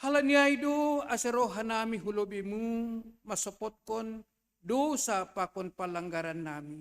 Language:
Batak Simalungun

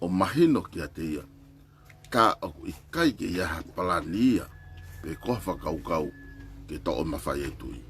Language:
Tongan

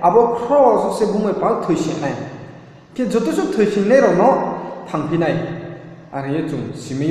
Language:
Riang (India)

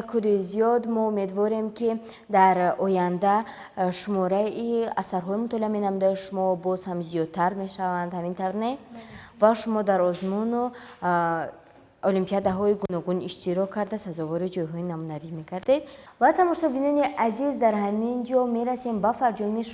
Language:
Tajik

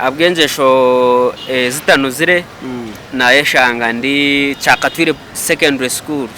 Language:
Nyankole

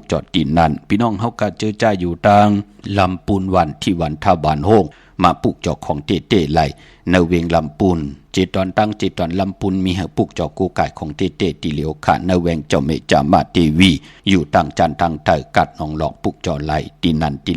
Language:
Shan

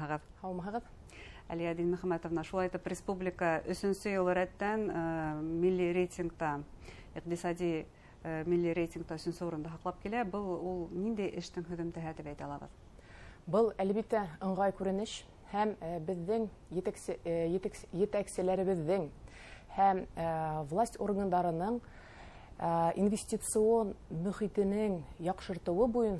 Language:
Bashkir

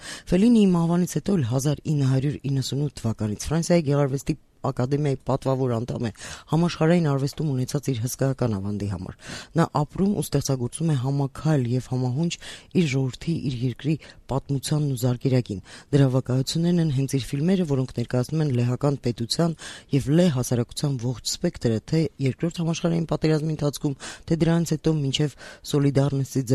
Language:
Armenian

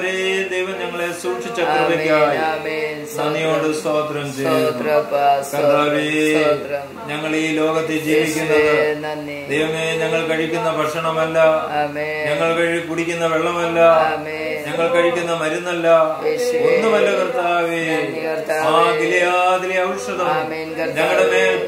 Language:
Malayalam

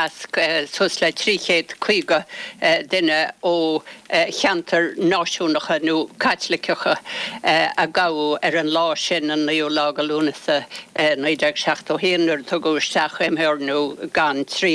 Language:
Irish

